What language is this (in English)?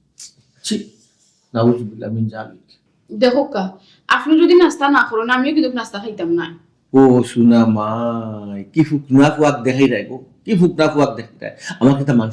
Sylheti